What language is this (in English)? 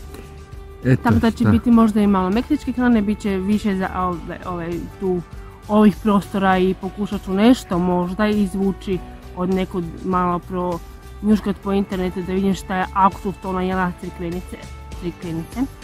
Croatian